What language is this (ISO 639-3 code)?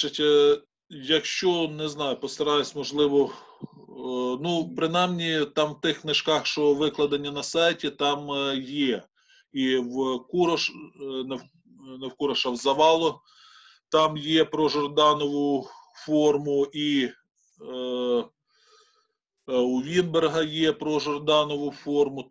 ukr